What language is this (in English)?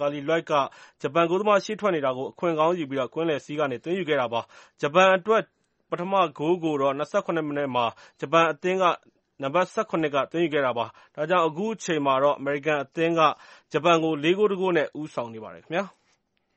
Burmese